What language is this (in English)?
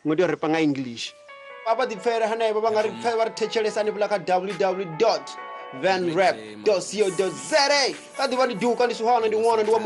Venda